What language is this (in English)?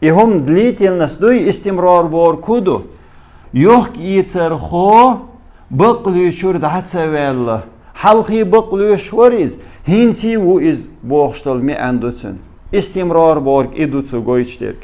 Chechen